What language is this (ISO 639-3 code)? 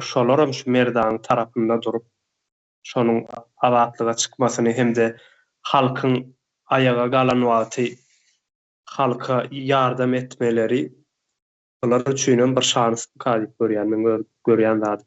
tuk